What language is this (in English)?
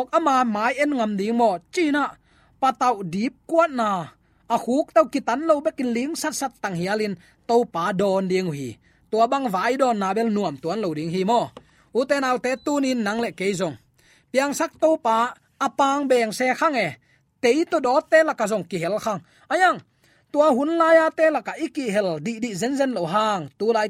Tedim Chin